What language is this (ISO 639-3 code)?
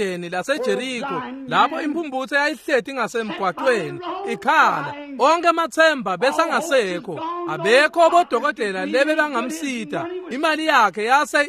ssw